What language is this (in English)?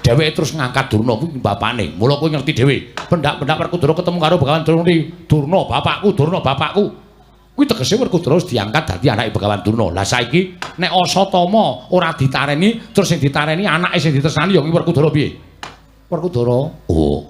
Javanese